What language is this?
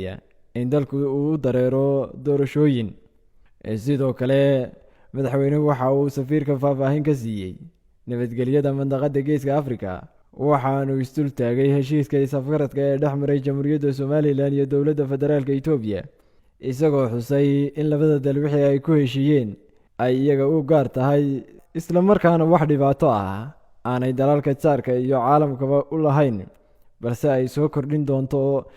Somali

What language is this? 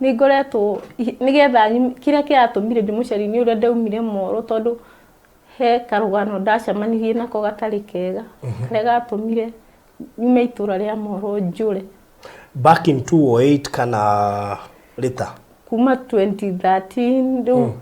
Kikuyu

